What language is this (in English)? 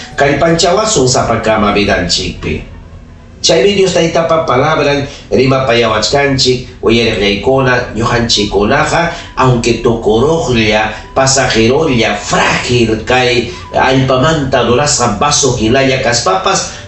Ayacucho Quechua